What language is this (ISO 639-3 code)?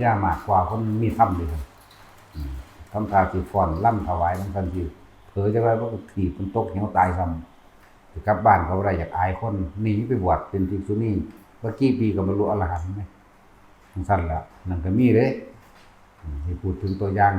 tts